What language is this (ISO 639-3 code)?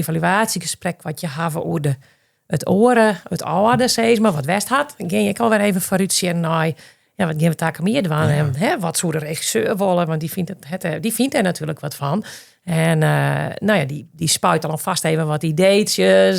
fry